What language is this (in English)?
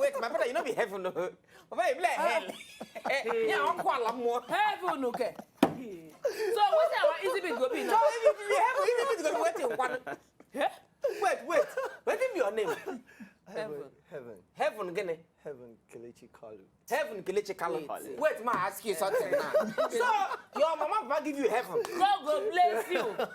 Nigerian Pidgin